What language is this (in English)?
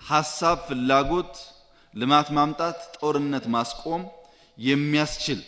Amharic